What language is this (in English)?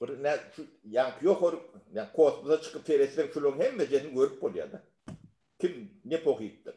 Turkmen